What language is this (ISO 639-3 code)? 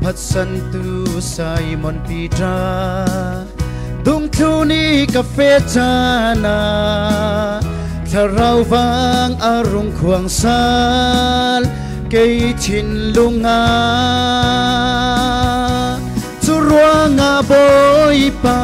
cfm